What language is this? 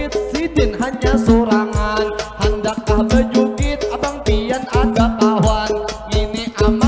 Banjar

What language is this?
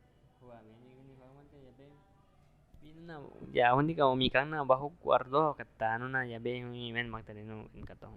Aguaruna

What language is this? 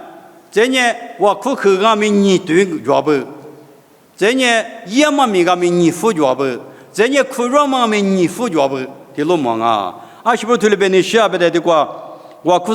Lisu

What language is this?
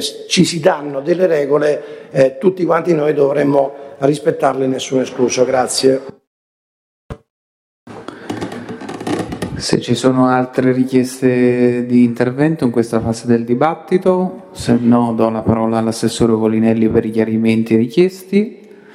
Italian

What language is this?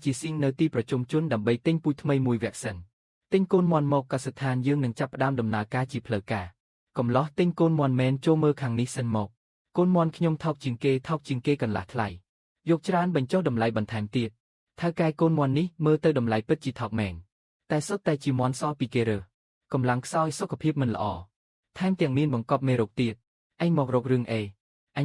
Khmer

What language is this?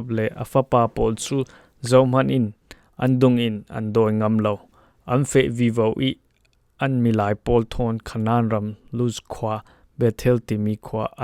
Falam Chin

